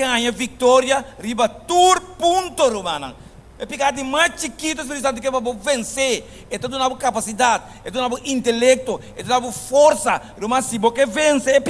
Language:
Papiamento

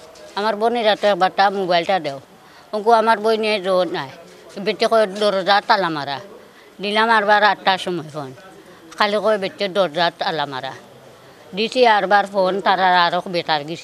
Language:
Sylheti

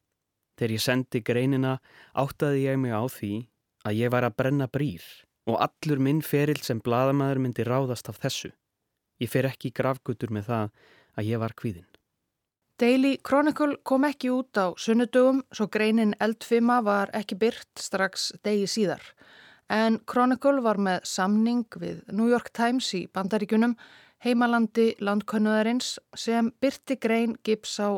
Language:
Icelandic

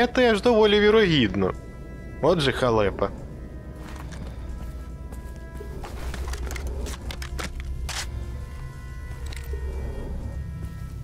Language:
Ukrainian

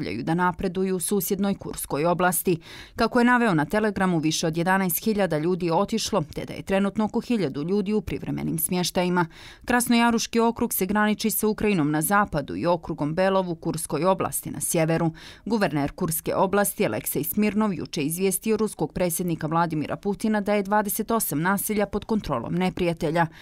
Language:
Bosnian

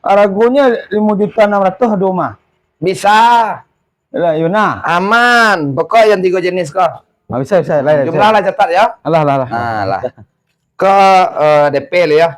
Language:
Minangkabau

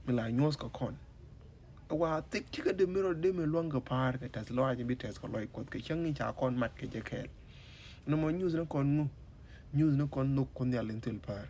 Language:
Nuer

